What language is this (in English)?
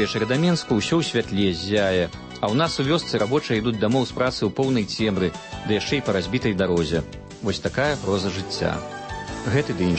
Belarusian